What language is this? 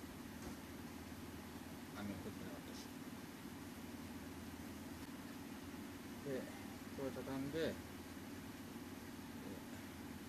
Japanese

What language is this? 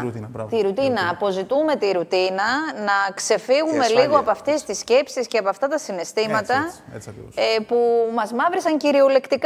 Greek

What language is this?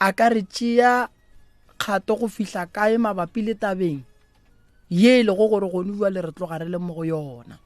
Northern Sotho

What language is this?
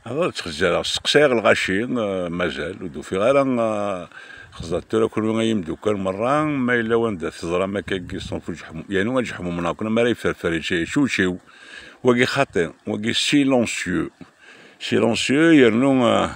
Kabyle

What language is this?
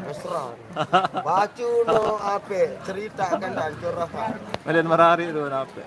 Sasak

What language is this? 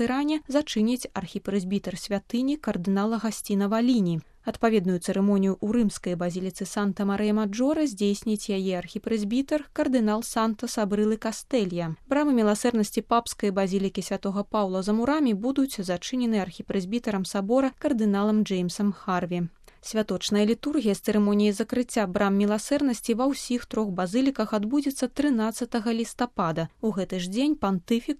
Belarusian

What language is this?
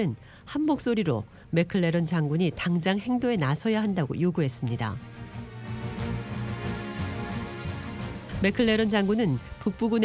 Korean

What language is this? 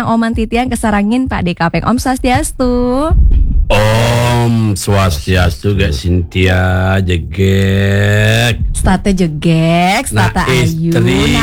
Balinese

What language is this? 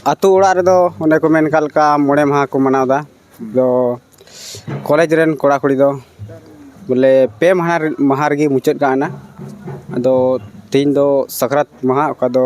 Santali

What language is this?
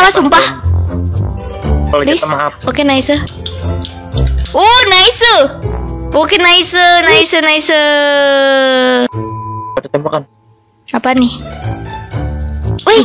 Indonesian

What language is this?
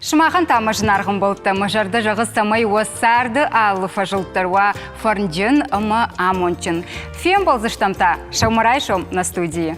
Ossetic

